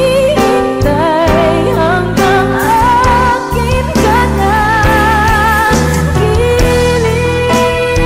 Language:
Filipino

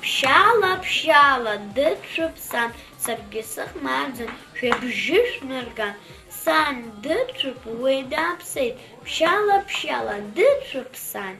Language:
Abkhazian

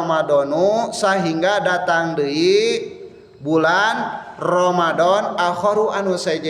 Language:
Sundanese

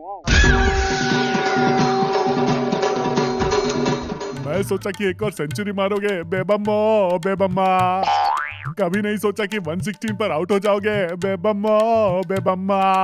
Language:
Hindi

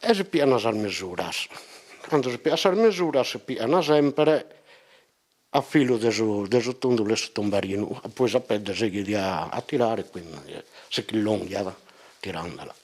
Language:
Sardinian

